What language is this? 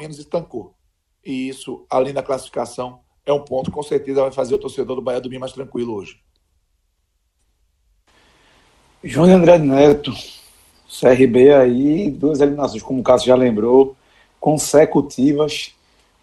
Portuguese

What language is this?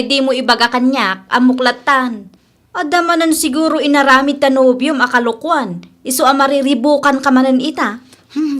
Iloko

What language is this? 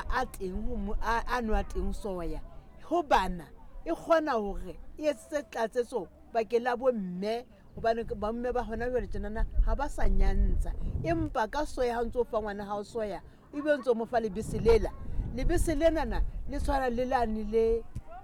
Southern Sotho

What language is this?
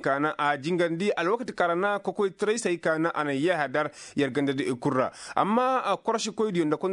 Koyraboro Senni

